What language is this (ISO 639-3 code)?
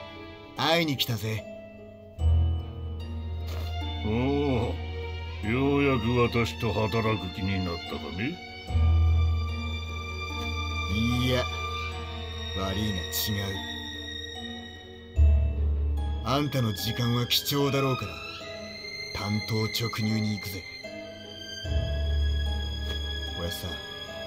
jpn